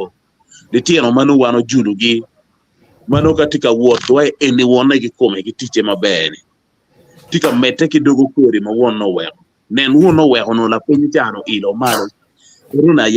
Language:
Acoli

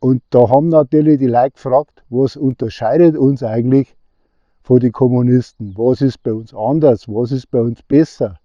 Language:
Bavarian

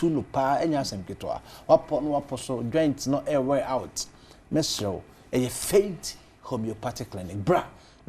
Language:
Akan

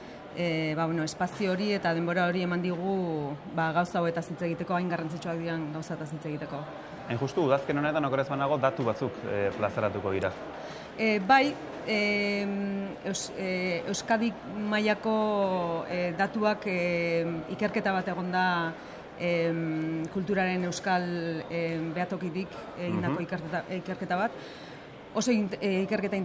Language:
Basque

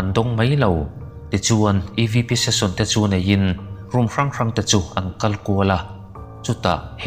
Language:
Mizo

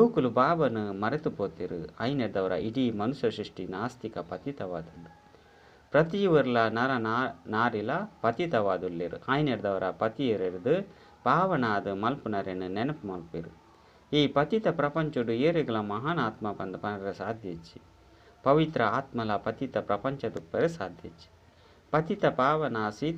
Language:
Tulu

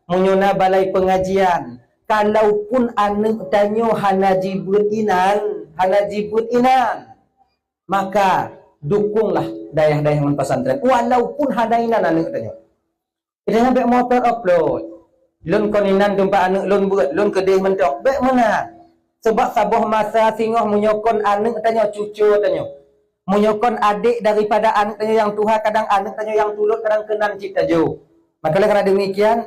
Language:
Achinese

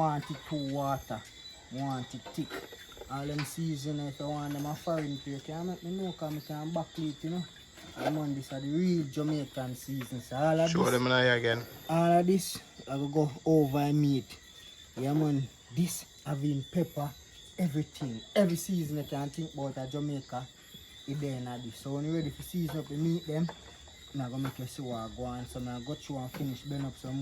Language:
Jamaican Creole English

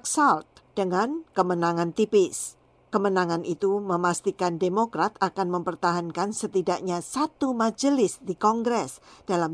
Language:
Indonesian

